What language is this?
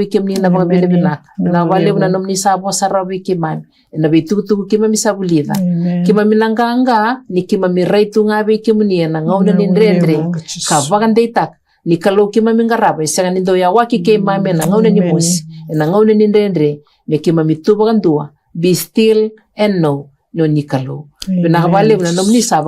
Fijian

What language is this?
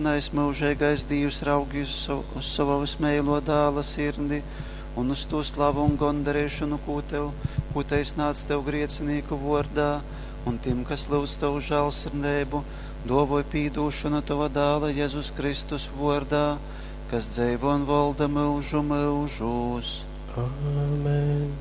Latgalian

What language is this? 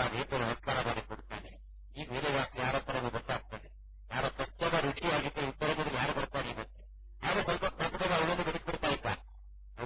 Kannada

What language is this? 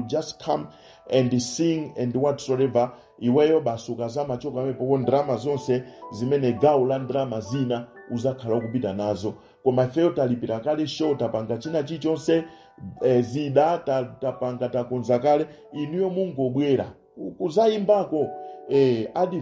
Nyanja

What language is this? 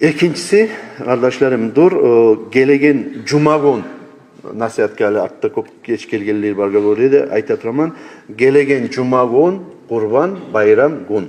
Kumyk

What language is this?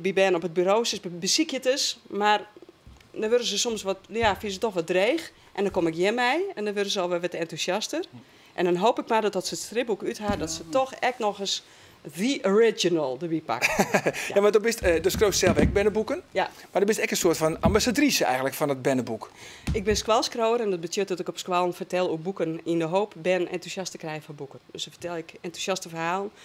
Western Frisian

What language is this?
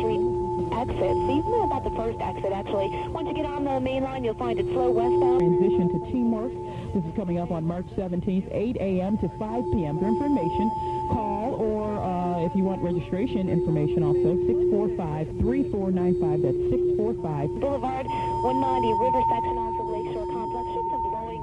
English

